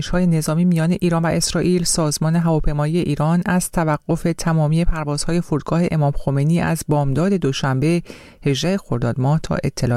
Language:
Persian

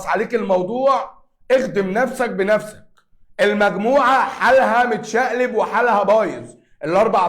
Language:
Egyptian Arabic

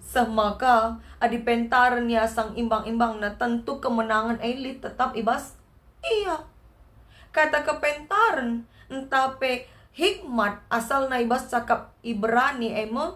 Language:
Batak Karo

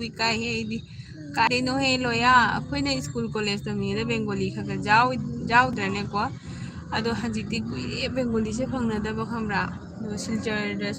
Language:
Manipuri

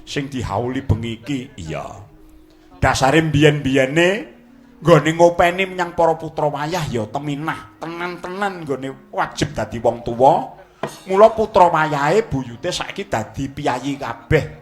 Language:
Javanese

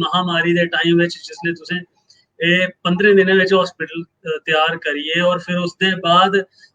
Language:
Dogri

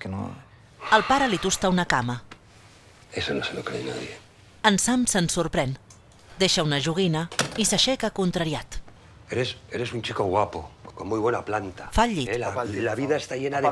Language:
Catalan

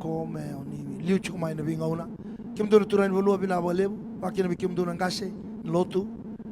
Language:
Fijian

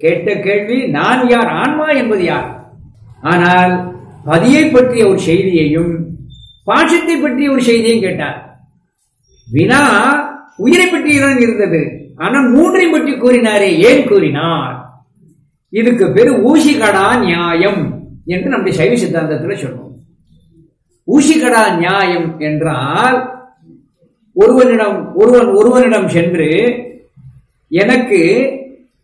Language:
Tamil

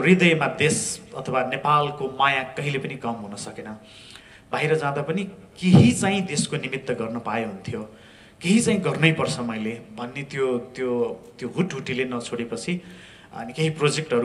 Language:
Nepali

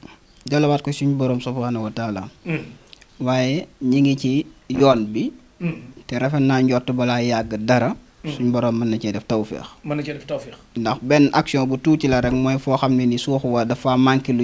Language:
Wolof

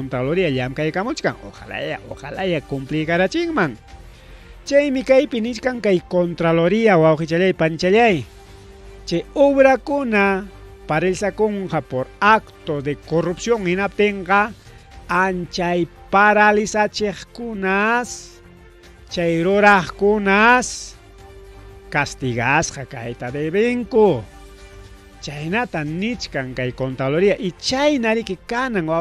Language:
Ayacucho Quechua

